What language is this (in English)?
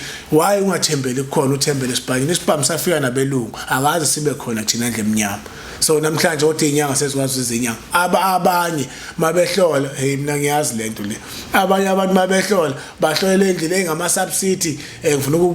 Zulu